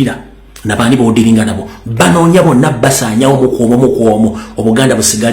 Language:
Ganda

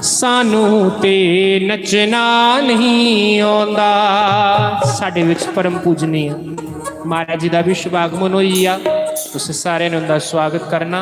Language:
Dogri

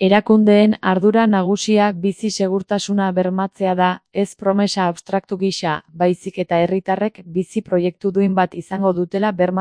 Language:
Basque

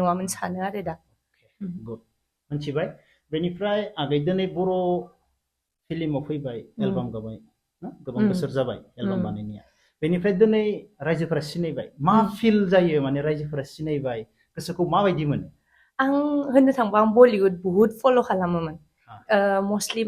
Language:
Bodo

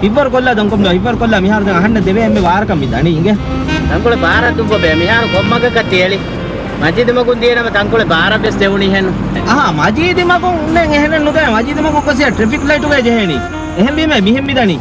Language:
Divehi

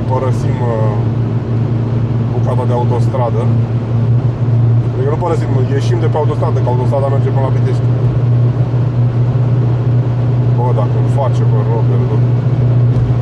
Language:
Romanian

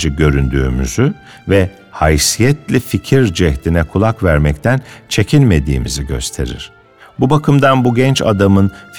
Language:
Turkish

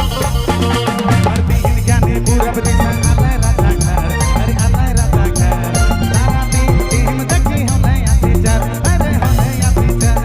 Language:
Sadri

